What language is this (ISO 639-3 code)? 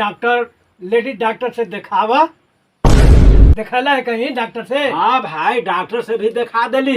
mag